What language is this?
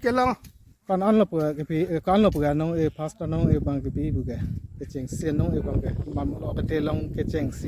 Karbi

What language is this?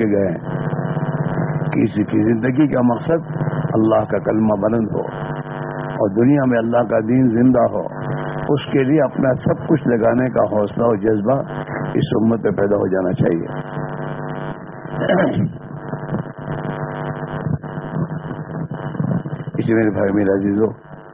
Urdu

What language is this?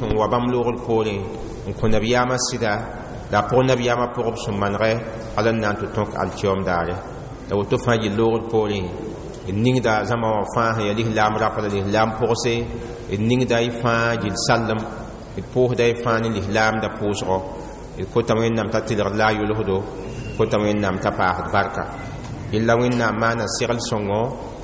Mossi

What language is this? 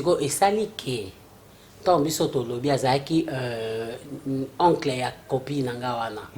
Lingala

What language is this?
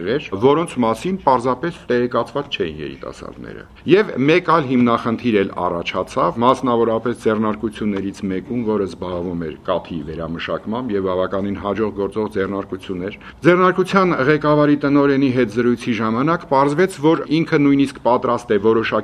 Armenian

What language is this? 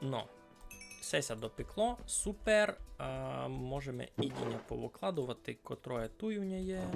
Rusyn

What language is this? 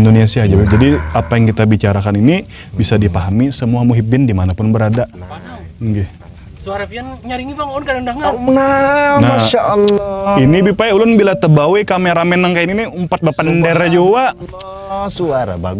Banjar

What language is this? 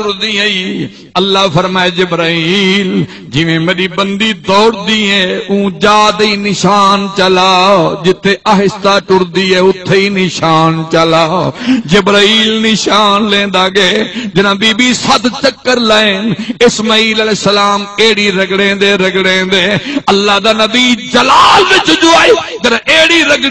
Saraiki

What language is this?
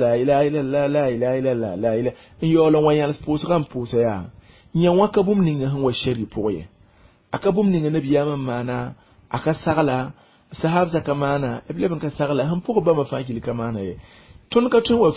Mossi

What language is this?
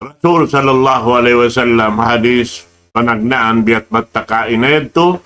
Tausug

